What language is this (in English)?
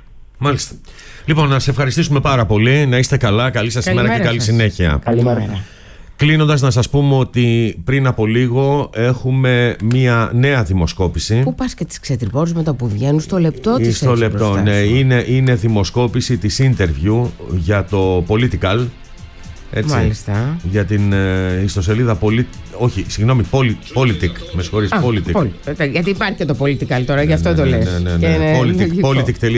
Greek